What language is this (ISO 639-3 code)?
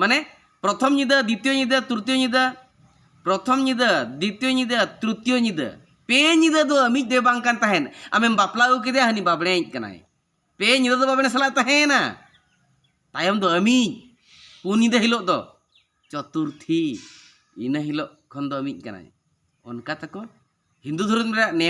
sat